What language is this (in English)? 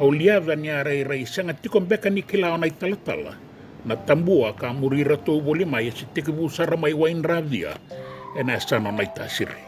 Fijian